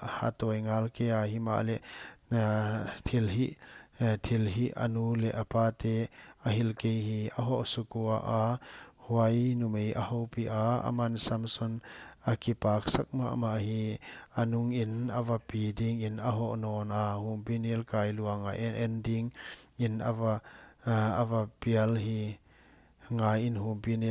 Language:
Paite Chin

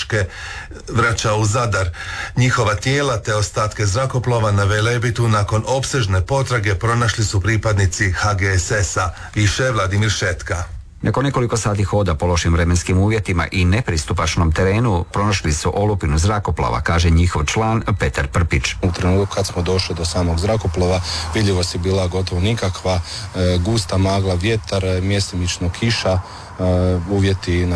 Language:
Croatian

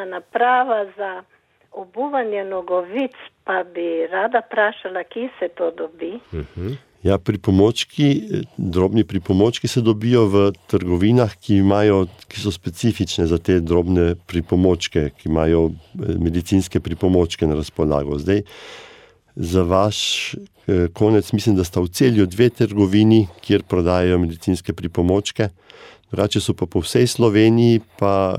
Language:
Slovenian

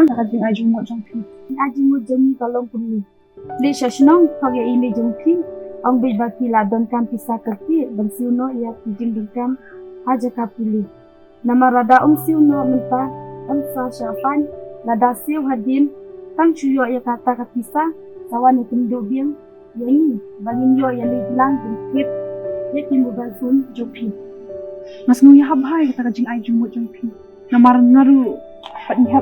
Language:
Khasi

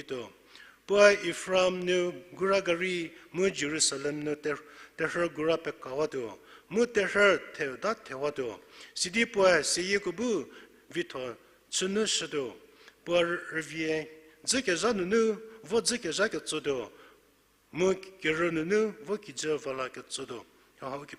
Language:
Angami Naga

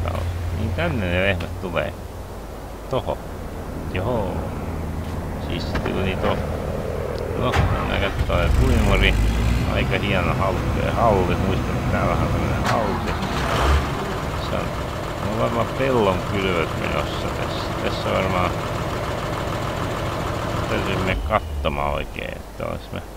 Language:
Finnish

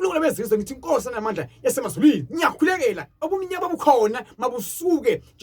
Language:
Zulu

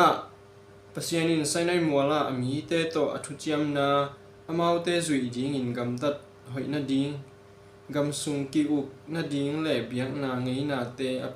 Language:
Tedim Chin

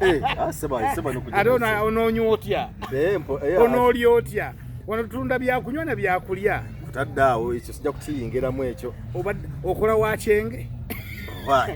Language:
Ganda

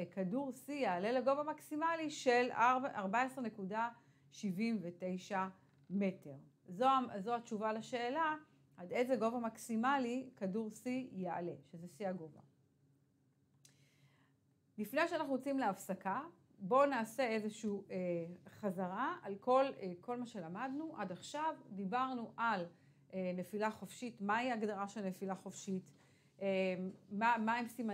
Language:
Hebrew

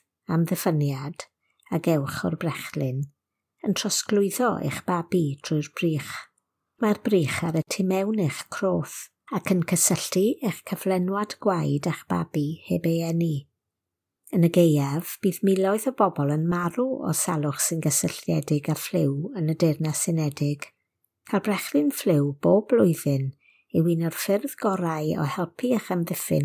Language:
Welsh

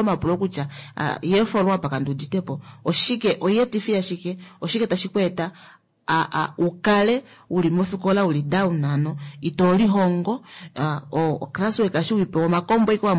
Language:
Kuanyama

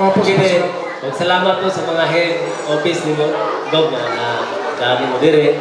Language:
Cebuano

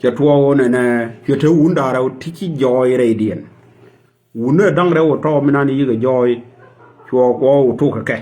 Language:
Nuer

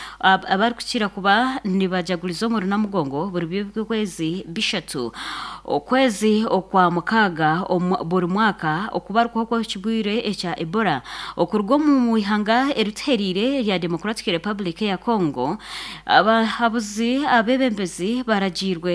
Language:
Nyankole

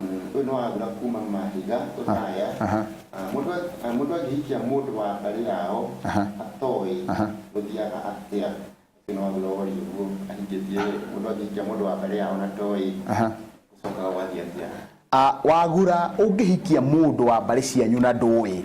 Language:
Kikuyu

